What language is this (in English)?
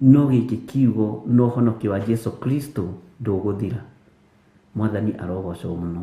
Kikuyu